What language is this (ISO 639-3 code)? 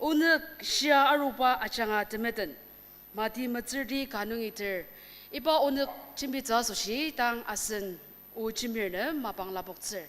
njo